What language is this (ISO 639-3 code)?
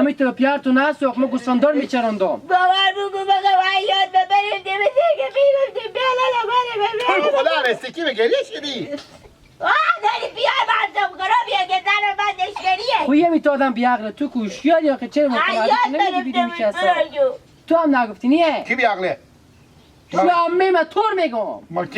haz